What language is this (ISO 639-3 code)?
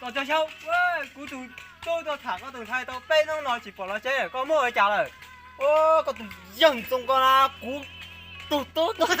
hmn